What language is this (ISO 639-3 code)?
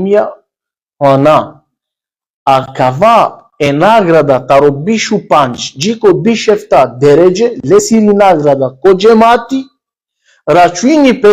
rmn